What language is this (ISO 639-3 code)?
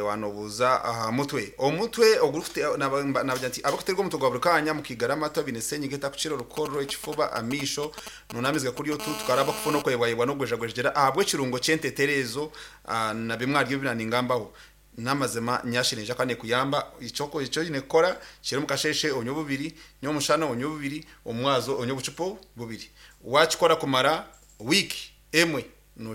nyn